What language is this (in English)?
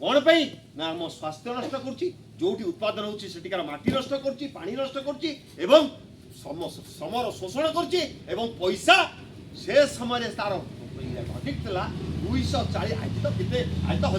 Odia